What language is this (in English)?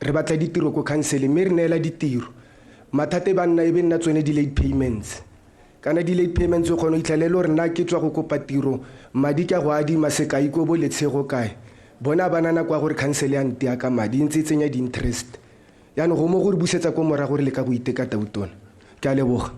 Tswana